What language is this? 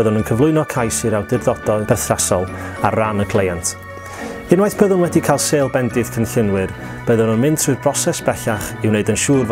Welsh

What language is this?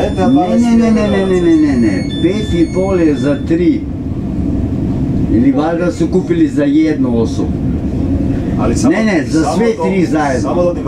Croatian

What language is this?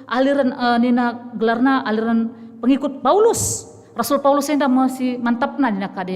Batak Karo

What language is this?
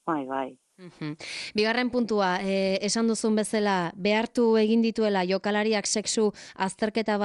Basque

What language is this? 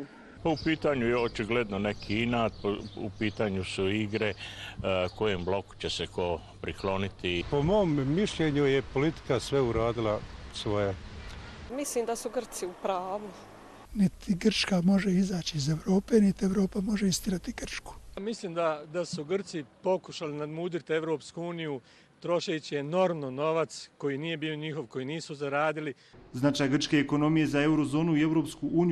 Bosnian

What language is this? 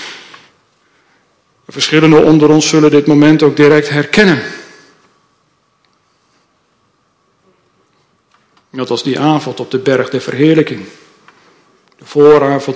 Dutch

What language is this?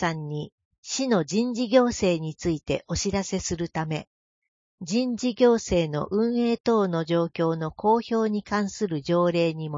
Japanese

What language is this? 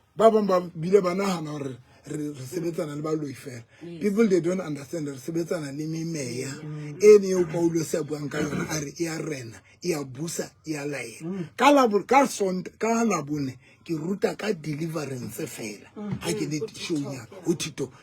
Southern Sotho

